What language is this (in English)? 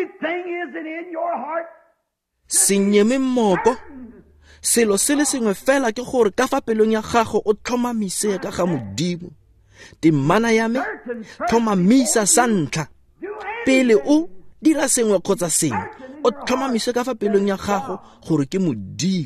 Tswana